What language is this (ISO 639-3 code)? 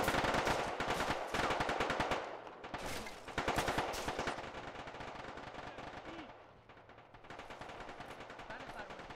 fas